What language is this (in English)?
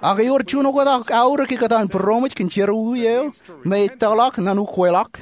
Marshallese